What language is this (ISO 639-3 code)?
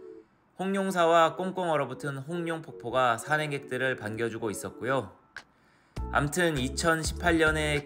kor